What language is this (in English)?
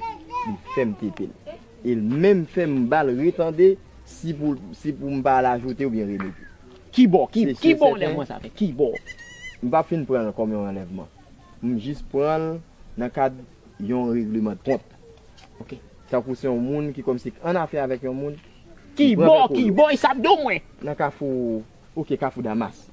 Haitian Creole